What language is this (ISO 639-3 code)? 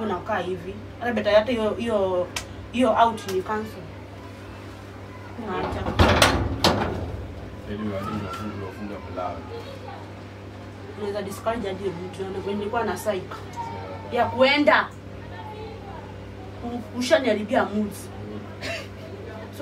swa